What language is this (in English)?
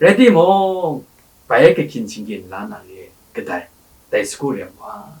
Kachin